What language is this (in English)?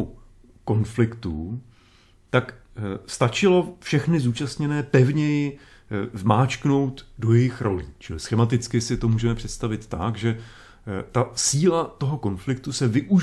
Czech